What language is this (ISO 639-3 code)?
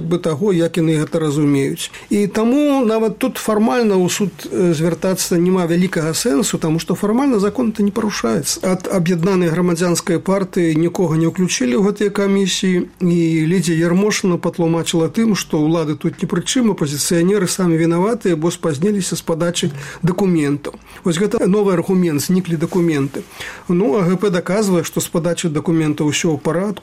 bel